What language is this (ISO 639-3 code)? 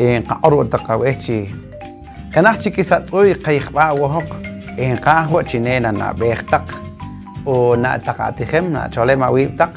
poh